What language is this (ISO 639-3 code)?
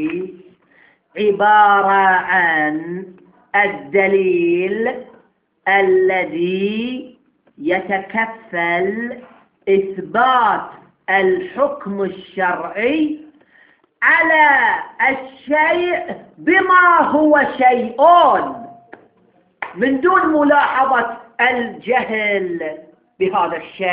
ara